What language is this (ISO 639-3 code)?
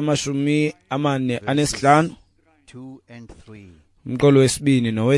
xho